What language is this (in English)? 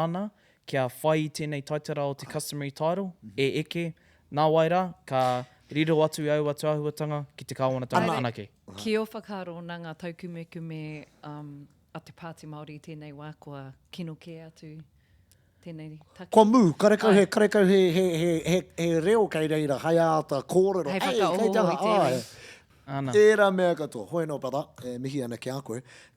Māori